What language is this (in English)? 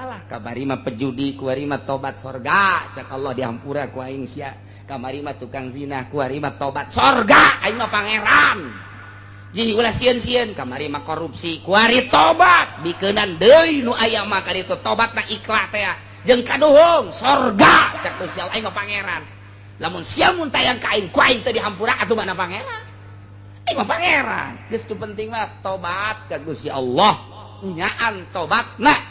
Sundanese